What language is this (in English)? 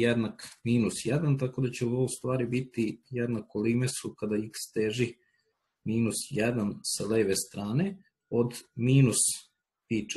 Serbian